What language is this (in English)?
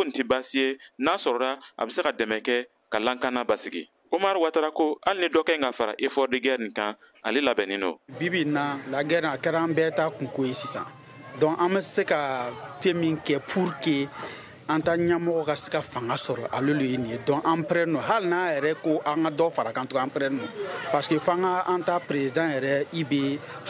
Bambara